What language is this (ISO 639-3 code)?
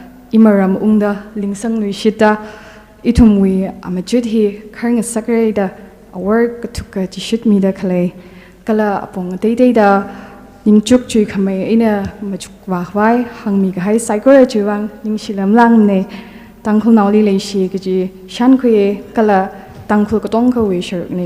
nmf